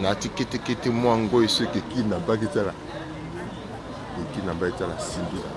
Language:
Sango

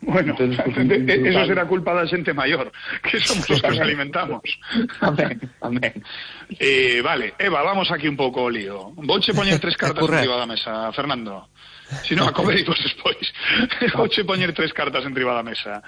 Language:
Galician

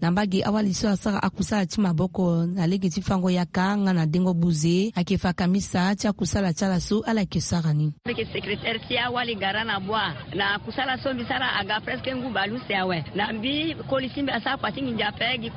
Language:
Sango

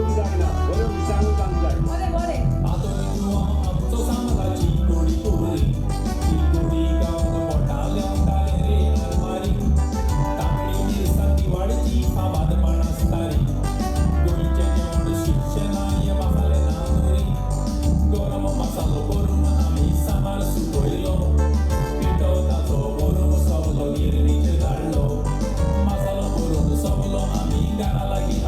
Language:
Konkani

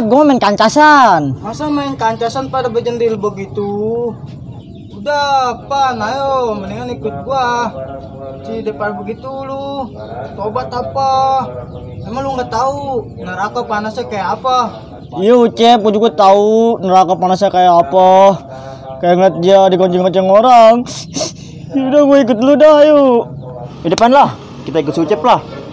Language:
Betawi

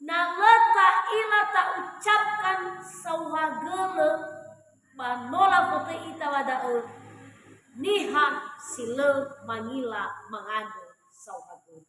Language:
Nias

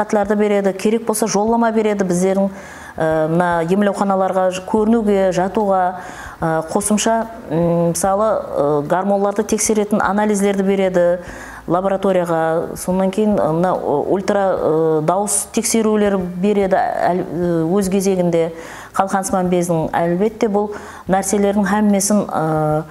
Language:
Kara-Kalpak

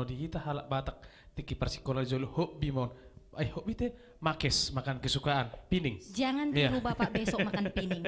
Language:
Batak Toba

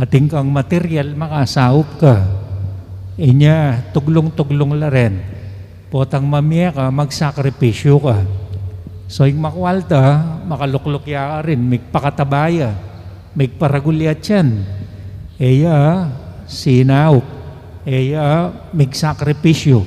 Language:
Pampanga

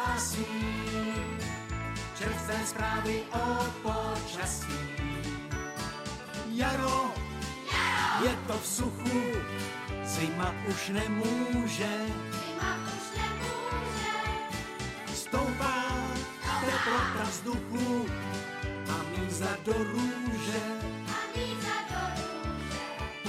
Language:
Czech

